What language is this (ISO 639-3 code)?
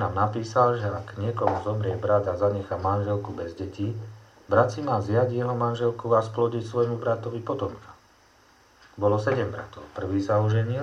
slk